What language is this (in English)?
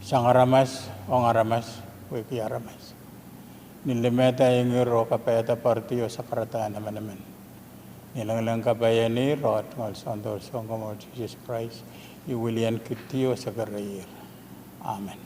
Pohnpeian